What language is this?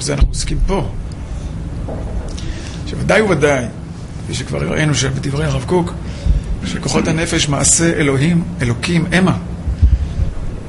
Hebrew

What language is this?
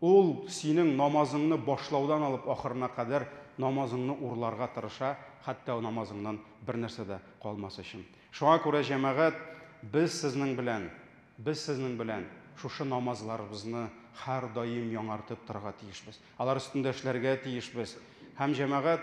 Tatar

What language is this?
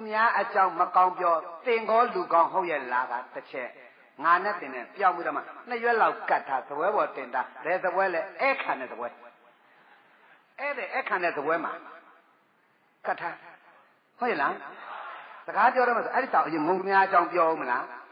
Burmese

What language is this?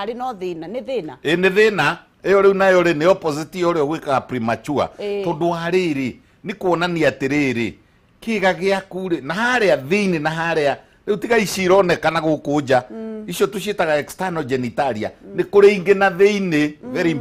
Kikuyu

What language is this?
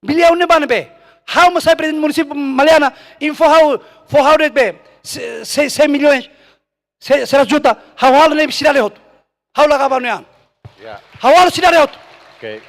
Tetum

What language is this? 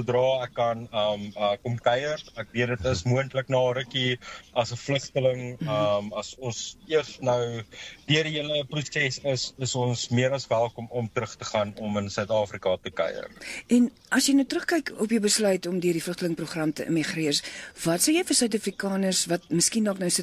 Afrikaans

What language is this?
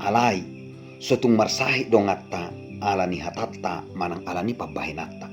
Batak Toba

